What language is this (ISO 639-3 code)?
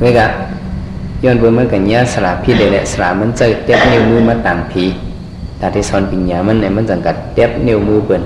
shn